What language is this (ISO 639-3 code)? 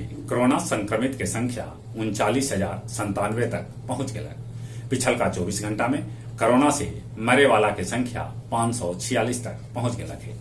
mag